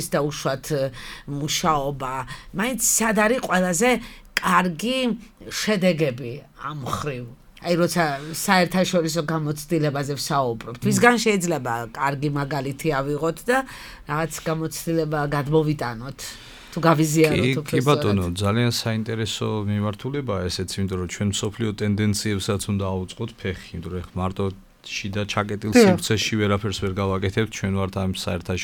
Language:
Georgian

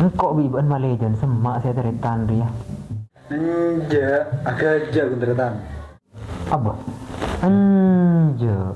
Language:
Madurese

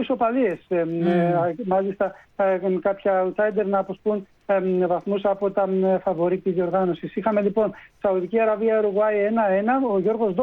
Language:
Greek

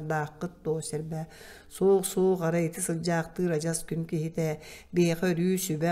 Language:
Yakut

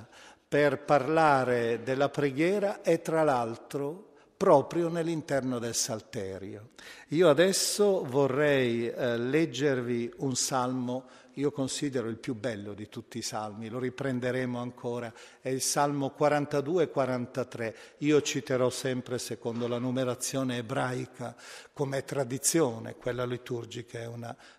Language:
Italian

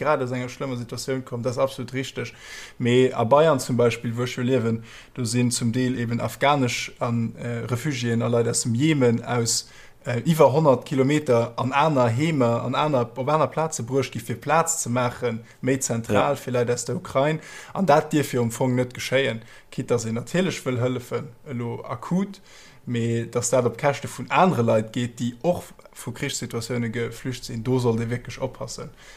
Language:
Luxembourgish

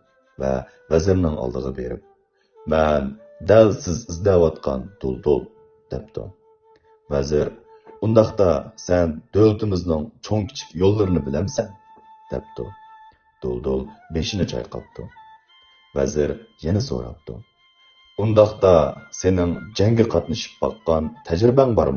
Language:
Uyghur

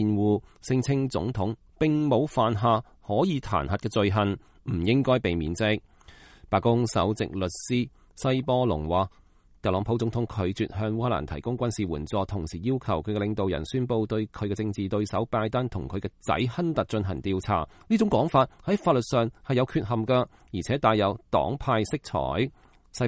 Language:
Cantonese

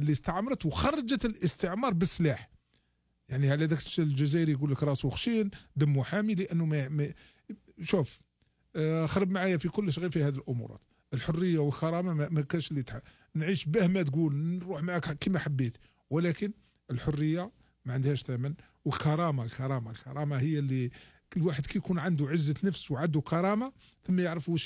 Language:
Algerian Arabic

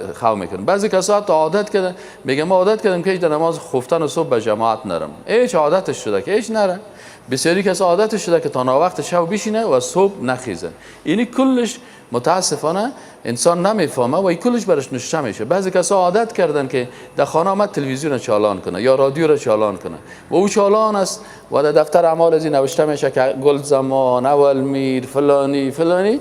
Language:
Persian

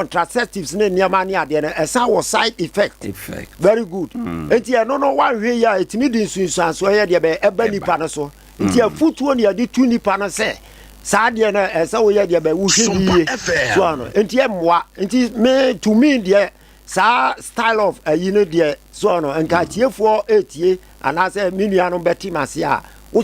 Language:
Akan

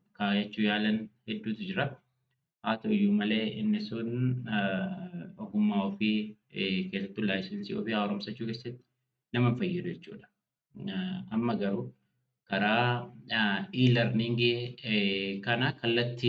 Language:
Oromo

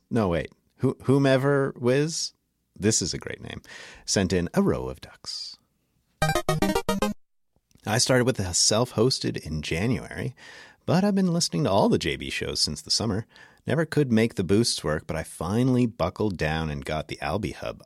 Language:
English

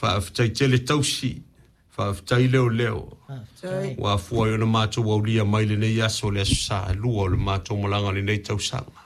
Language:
Samoan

